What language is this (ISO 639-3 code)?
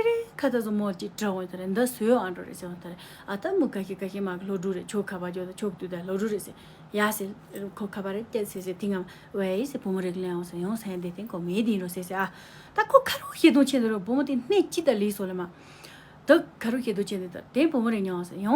bod